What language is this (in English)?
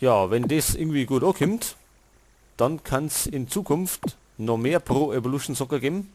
Bavarian